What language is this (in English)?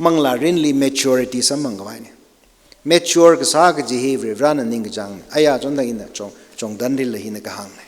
Tangkhul Naga (India)